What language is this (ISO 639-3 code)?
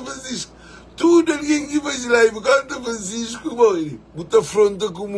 kea